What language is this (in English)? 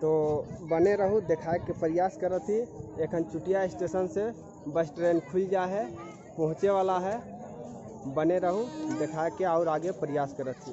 Sadri